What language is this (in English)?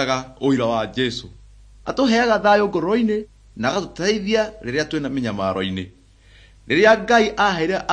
Kikuyu